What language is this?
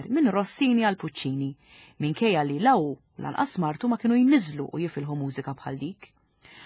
Maltese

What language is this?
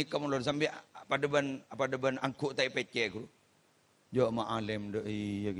Madurese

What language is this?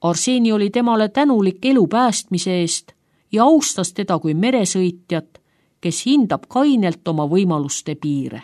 Estonian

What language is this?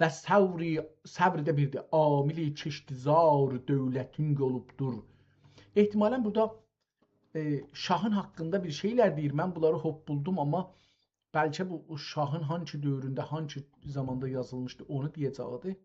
South Azerbaijani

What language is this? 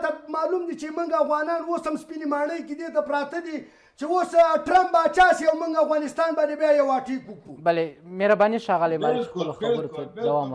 Pashto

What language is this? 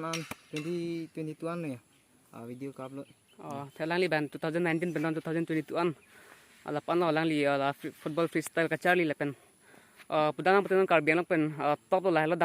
Karbi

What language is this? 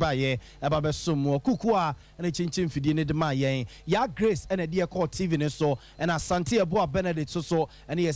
Akan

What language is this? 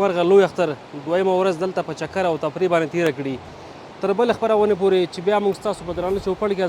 Pashto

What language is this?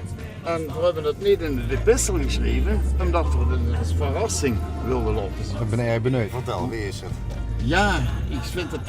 Limburgish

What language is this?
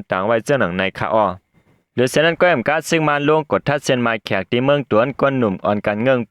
Shan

